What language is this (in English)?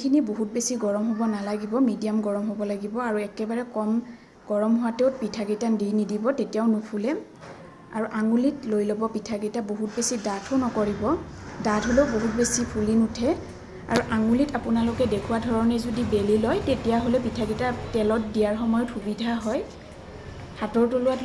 Assamese